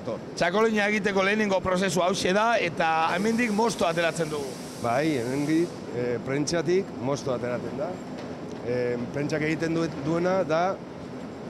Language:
Basque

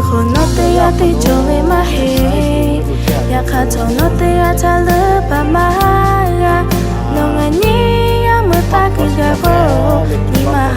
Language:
Lahu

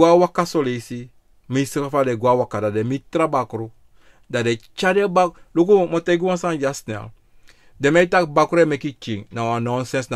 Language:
Sranan Tongo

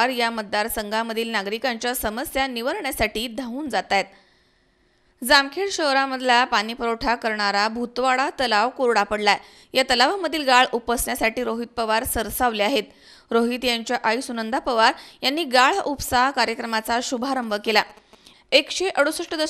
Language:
Marathi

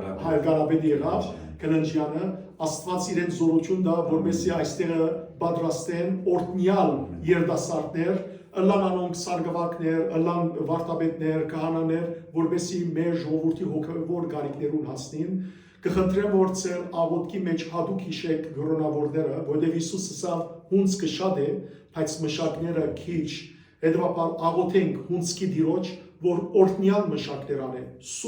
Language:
Western Armenian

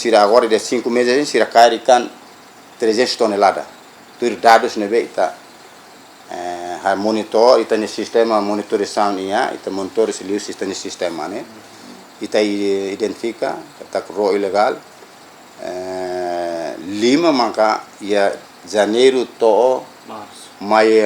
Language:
Tetum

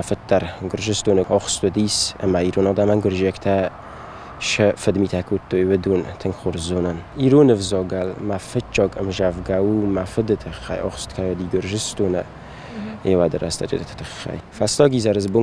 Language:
Ossetic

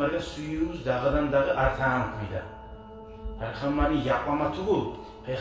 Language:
Kumyk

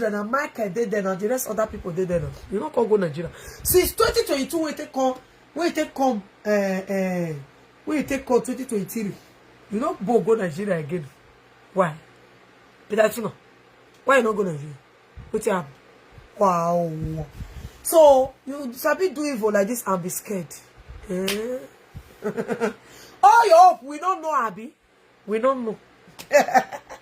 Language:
Nigerian Pidgin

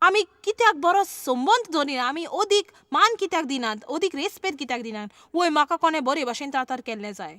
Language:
Konkani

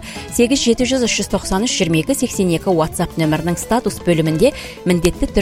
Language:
Kazakh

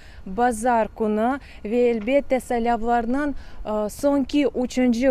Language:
Crimean Tatar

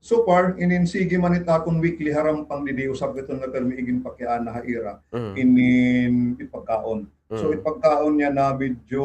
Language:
Waray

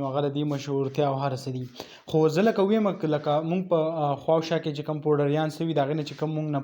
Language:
Pashto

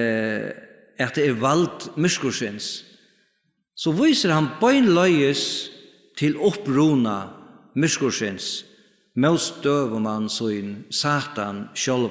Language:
Faroese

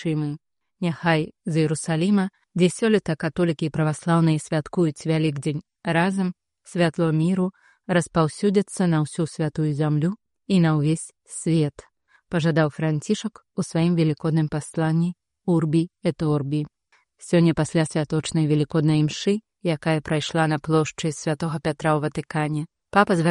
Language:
Belarusian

